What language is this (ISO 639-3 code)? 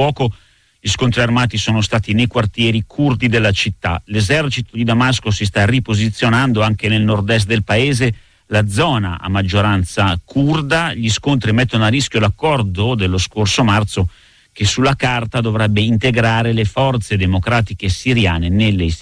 ita